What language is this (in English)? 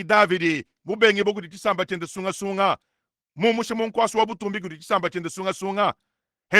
Luba-Lulua